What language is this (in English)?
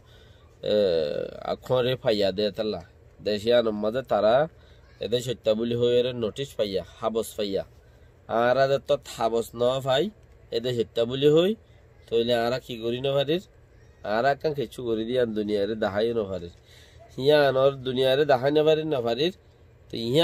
Rohingya